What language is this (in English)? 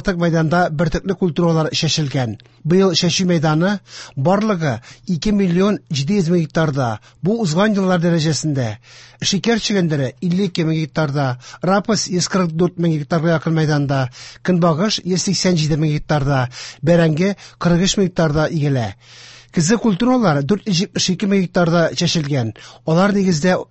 Tatar